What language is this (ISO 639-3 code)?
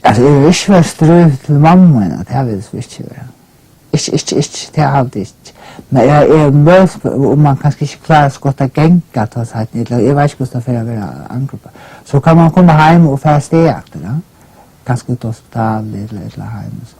fao